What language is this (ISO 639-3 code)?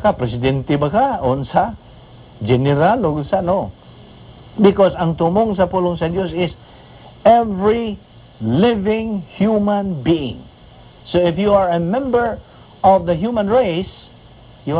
ceb